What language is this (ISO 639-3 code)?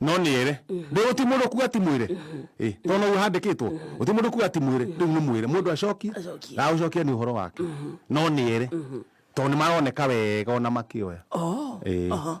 kik